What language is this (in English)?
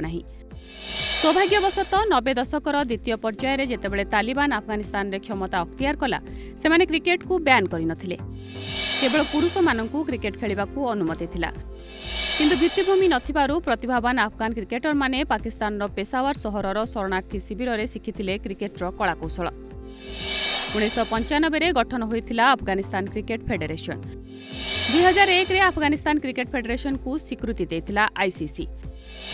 Odia